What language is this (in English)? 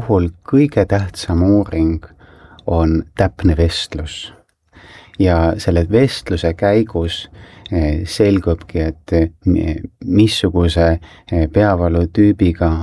Estonian